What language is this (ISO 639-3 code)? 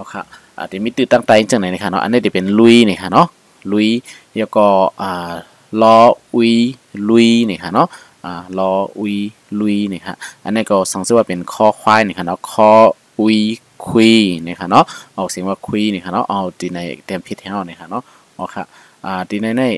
shn